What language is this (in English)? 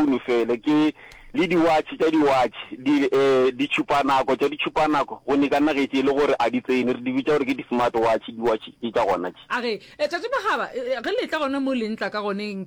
Northern Sotho